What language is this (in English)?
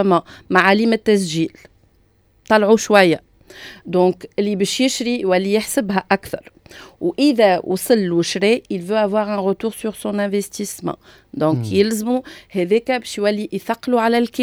Tunisian Arabic